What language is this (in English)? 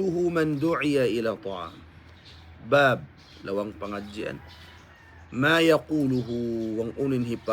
Tausug